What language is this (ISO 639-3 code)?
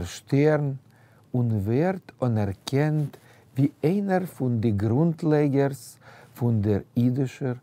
yid